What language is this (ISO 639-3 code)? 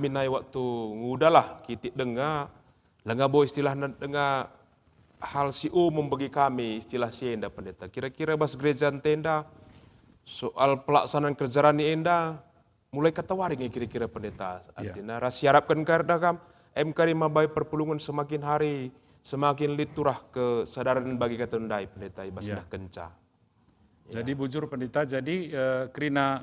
btx